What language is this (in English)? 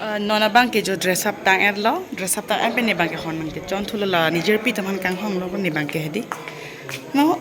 Karbi